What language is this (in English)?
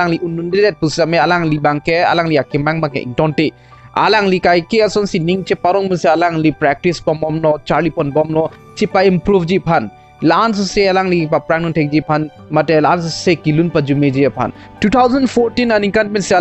Karbi